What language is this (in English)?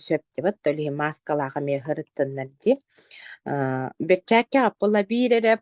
Yakut